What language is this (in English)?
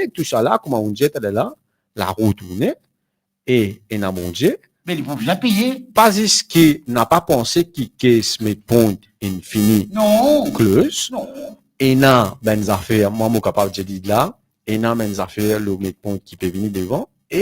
Morisyen